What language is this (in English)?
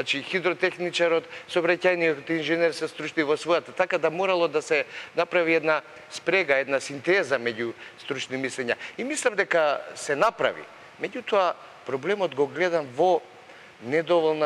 Macedonian